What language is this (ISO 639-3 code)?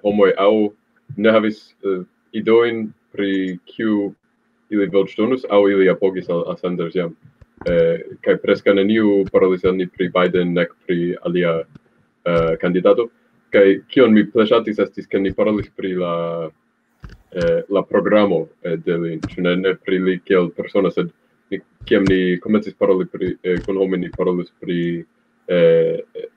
epo